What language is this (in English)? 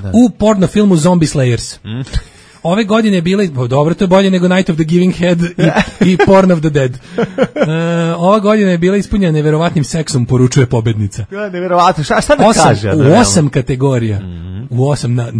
Serbian